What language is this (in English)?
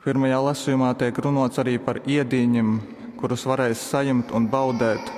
Latgalian